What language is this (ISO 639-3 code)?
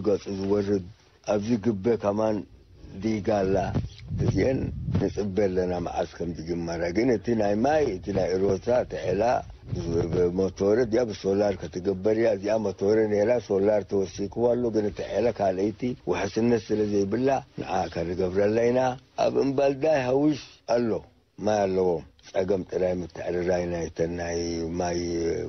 tir